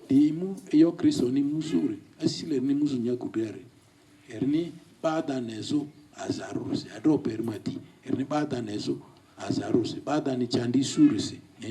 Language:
Lugbara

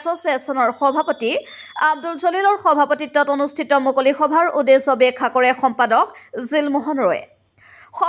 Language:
Assamese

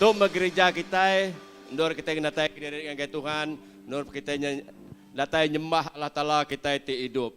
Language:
Iban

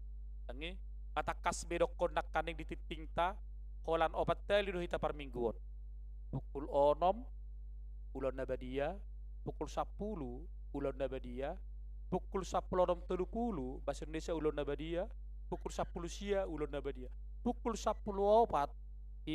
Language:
Batak Toba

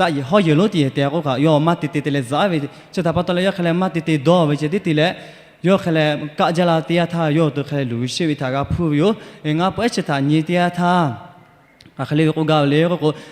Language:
Lahu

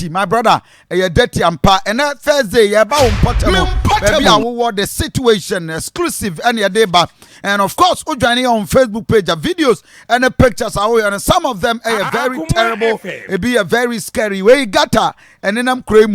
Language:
Akan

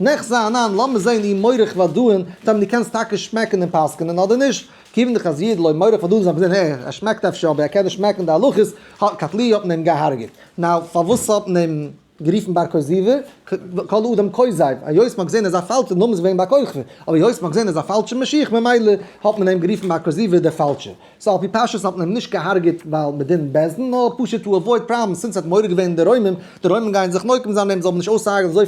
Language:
Yiddish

